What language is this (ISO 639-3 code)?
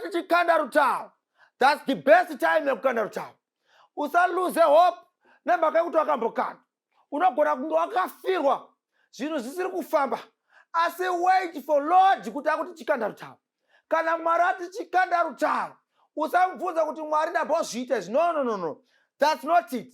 sna